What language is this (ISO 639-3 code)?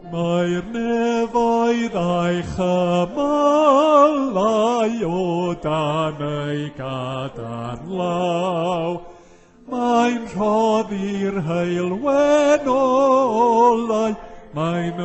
cym